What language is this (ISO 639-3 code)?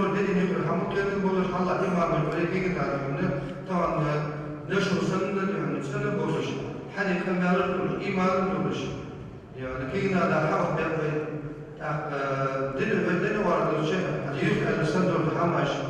inh